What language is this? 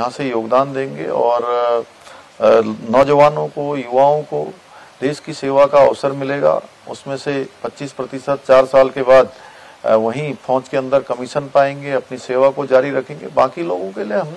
Hindi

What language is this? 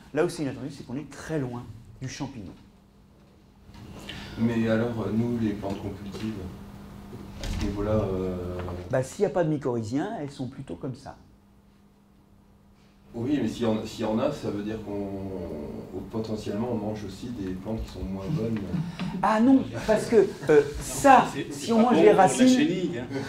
French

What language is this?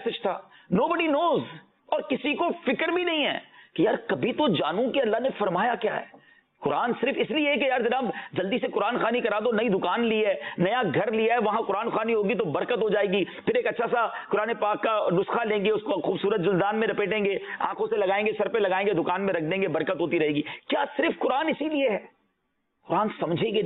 Urdu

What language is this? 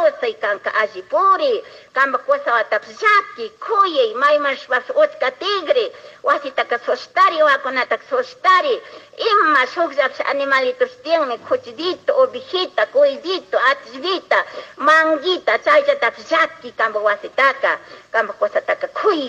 Chimborazo Highland Quichua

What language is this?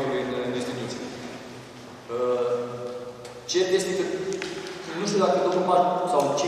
Romanian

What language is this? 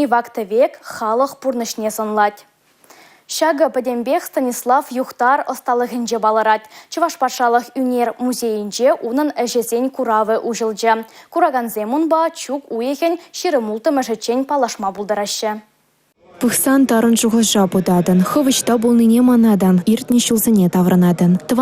Chuvash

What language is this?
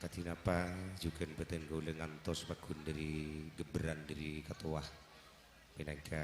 Madurese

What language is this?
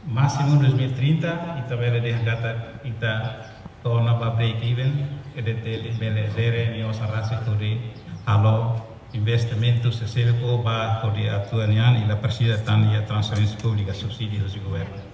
Tetum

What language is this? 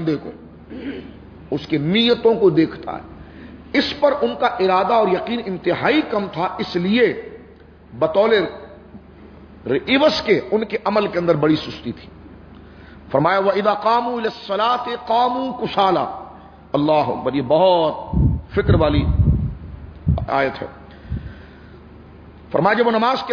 Urdu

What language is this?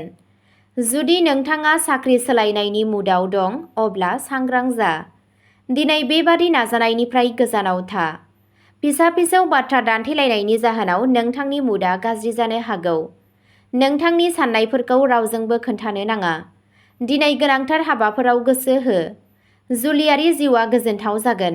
Bodo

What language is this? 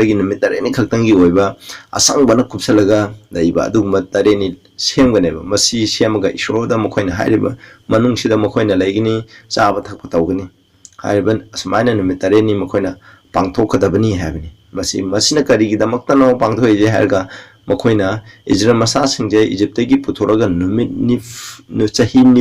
Manipuri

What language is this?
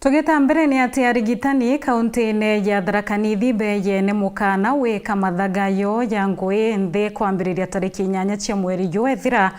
Meru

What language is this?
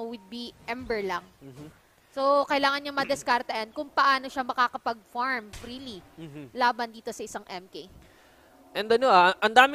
Filipino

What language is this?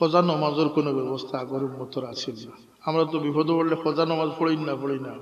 Sylheti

